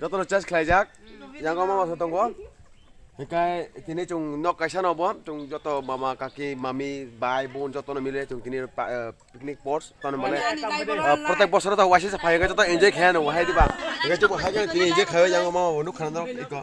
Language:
Kok Borok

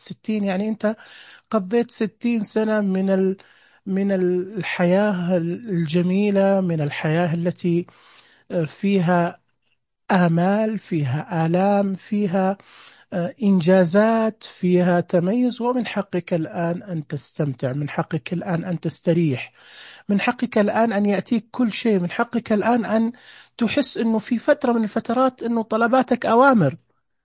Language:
Najdi Arabic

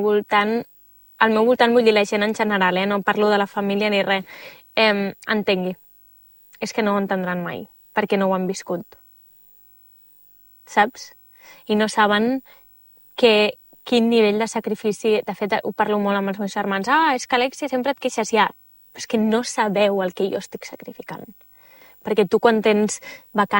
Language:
Catalan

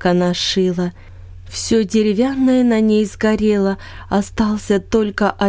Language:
Russian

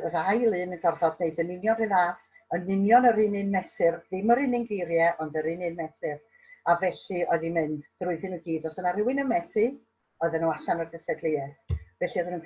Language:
Welsh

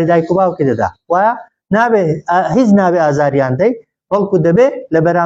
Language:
Central Kurdish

